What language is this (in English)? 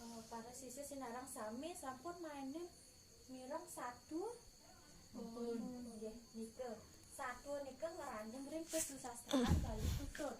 Balinese